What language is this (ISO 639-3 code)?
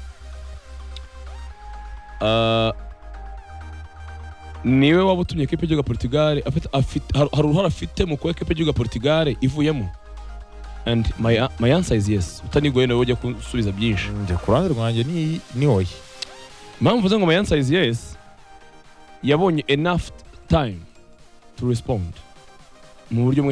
kin